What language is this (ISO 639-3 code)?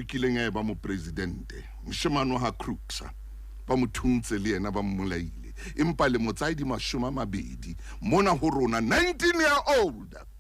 sot